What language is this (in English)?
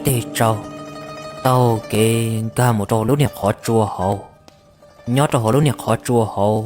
Hmong